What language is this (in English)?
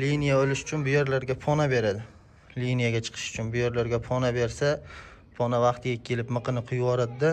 Uzbek